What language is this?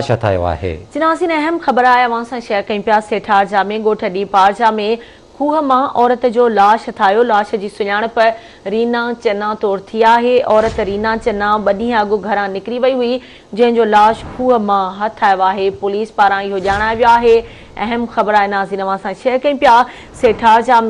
Sindhi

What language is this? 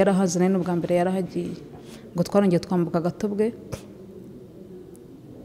Kinyarwanda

